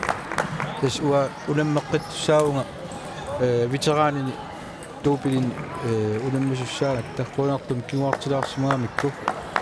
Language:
Kalaallisut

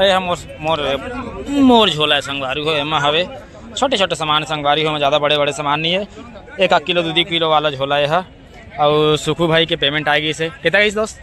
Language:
Chhattisgarhi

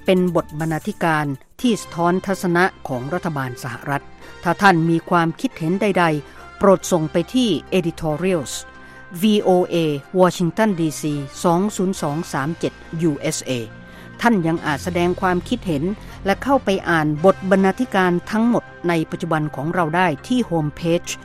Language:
Thai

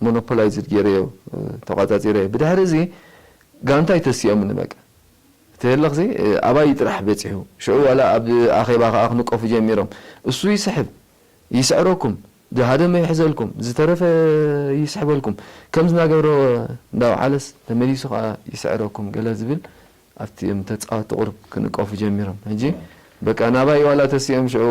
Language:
Tigrinya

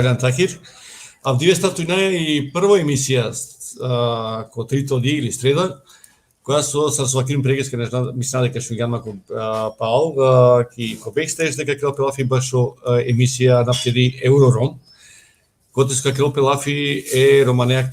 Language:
Balkan Romani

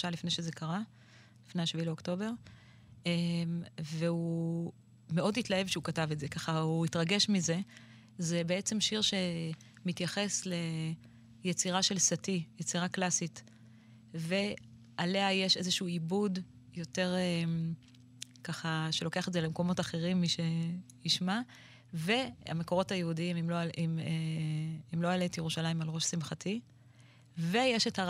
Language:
Hebrew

